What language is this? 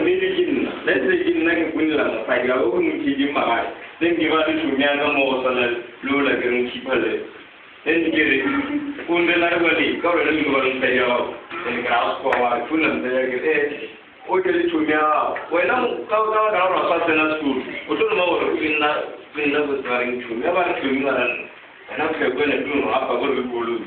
Northern Sotho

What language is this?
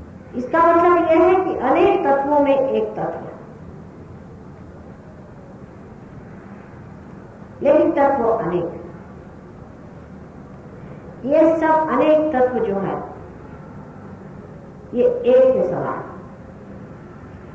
Hindi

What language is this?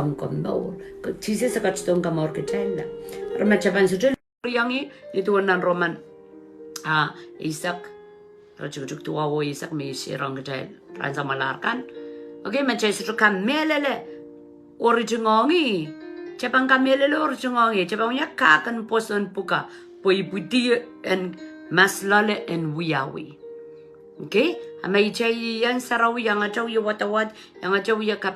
Pohnpeian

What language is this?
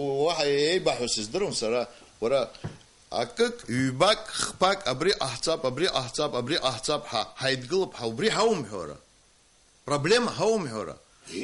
Abkhazian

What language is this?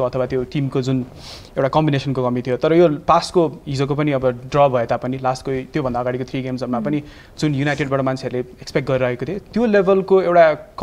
Nepali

